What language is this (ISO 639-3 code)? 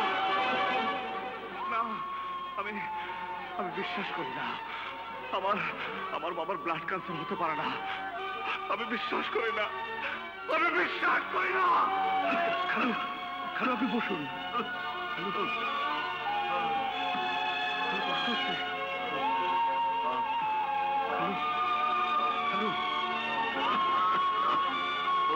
ben